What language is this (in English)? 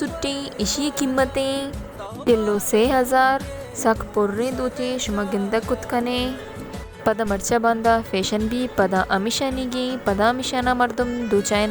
Baluchi